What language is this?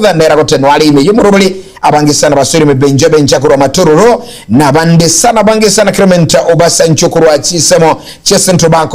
Gusii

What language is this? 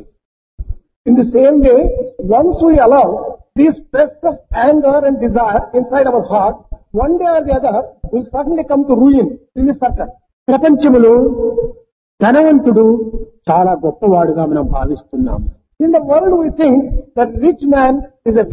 Telugu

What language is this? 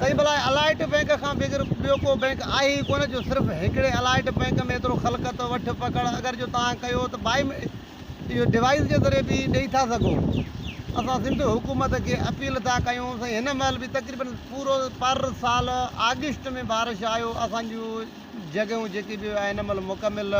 Sindhi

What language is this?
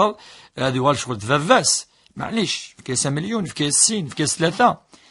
Kabyle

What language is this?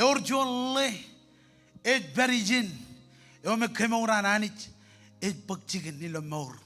Marshallese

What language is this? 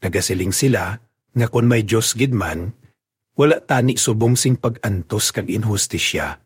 Hiligaynon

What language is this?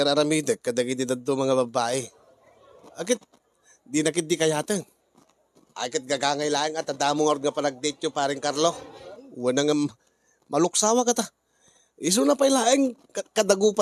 Iloko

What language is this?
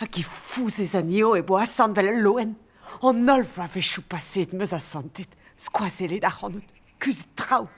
Breton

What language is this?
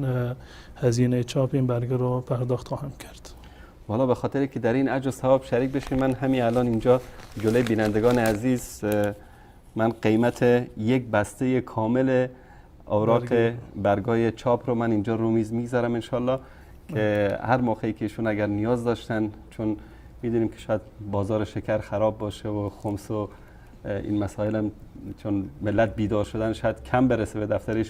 Persian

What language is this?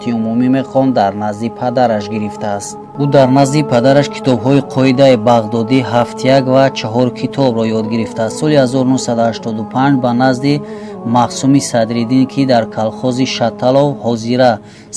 Tajik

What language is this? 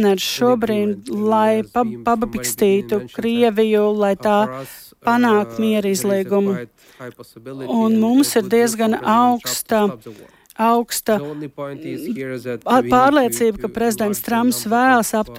Latvian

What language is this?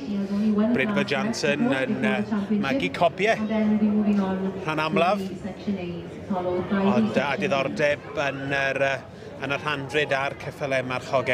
Welsh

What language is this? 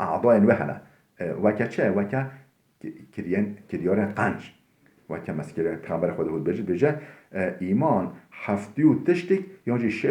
Kurdish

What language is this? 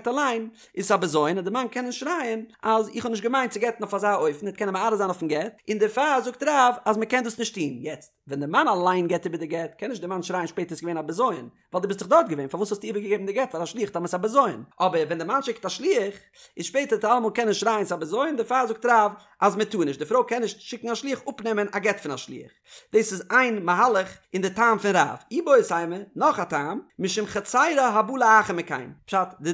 Yiddish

